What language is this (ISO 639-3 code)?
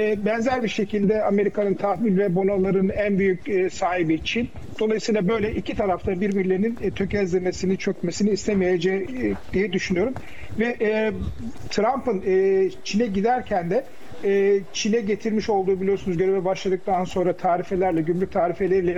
tur